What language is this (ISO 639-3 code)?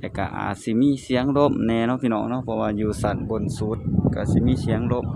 tts